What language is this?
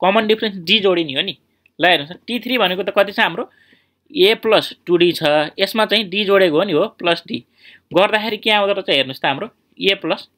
Nepali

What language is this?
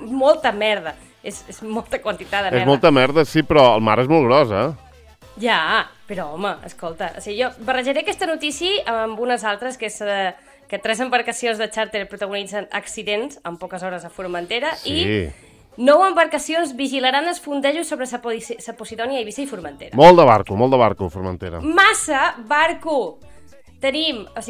Catalan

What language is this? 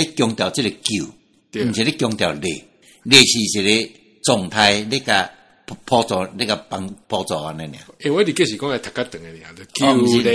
Min Nan Chinese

